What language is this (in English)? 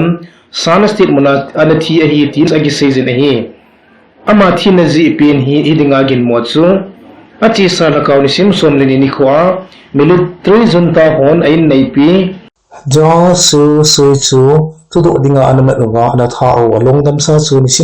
Thado Chin